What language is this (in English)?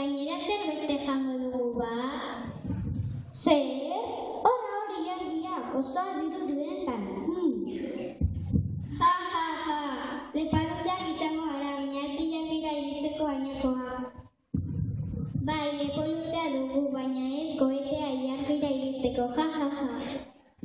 Basque